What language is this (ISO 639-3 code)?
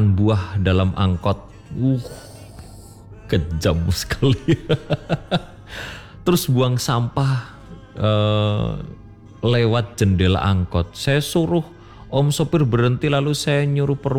ind